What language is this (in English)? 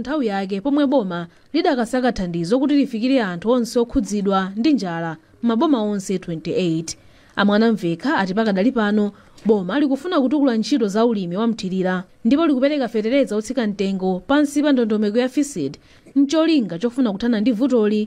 Nyanja